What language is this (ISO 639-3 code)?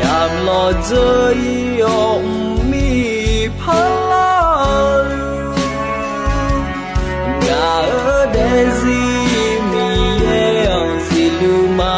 ahk